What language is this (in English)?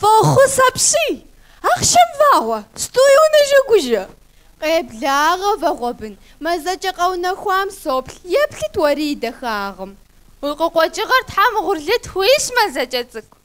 Kabardian